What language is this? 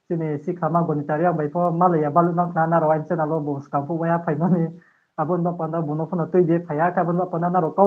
Riang (India)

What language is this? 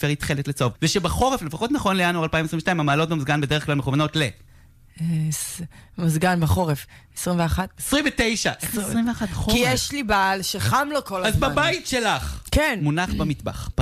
Hebrew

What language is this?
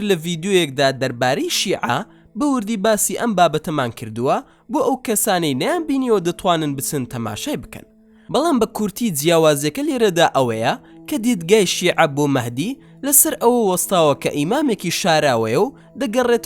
Central Kurdish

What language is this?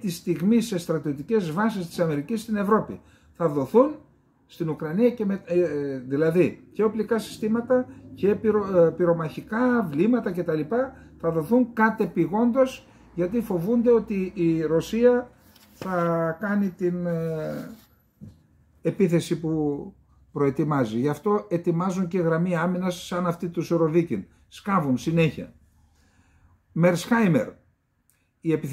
Greek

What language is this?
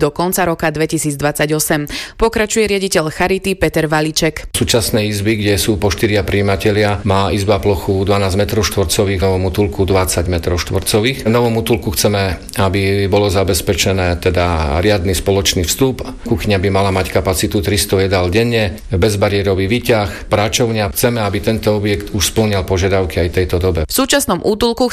Slovak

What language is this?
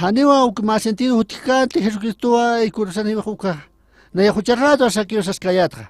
Aymara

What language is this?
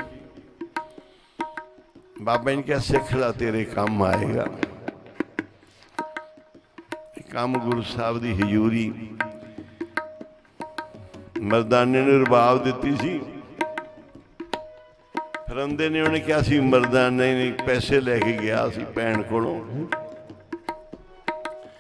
Punjabi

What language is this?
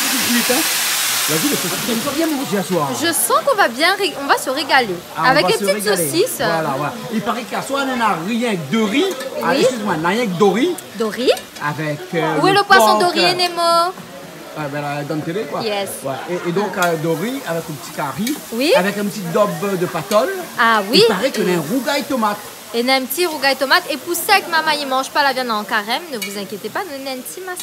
Réunion Creole French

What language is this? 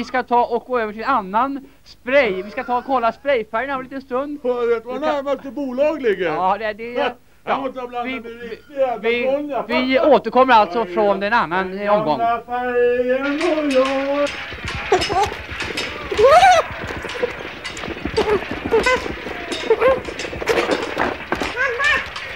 Swedish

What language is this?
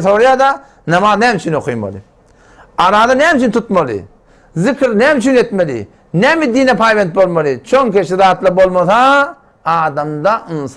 Turkmen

